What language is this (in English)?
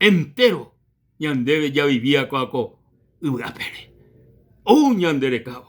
Guarani